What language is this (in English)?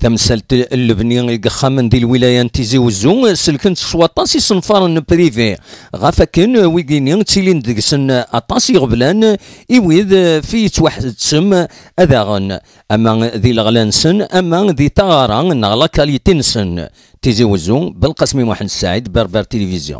Kabyle